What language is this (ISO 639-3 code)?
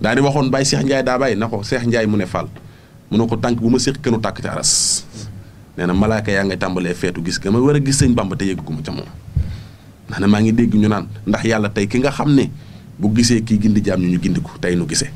wol